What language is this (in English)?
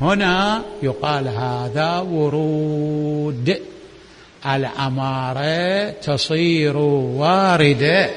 Mesopotamian Arabic